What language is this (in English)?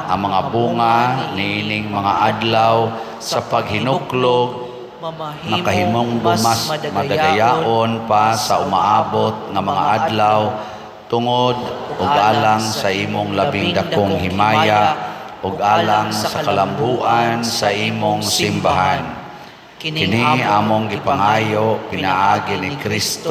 Cebuano